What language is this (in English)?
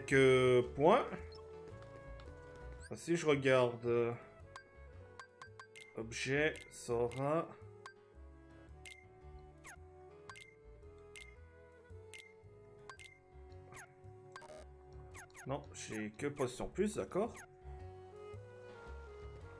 French